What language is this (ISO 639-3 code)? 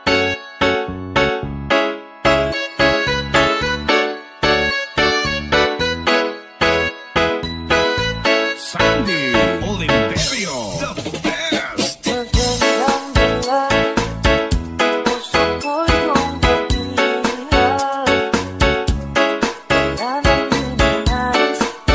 fil